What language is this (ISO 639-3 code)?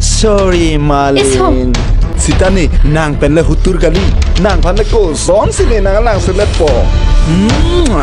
mjw